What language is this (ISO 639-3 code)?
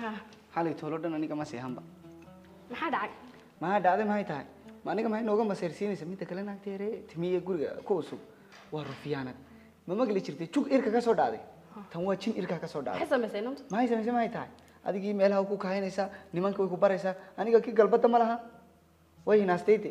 som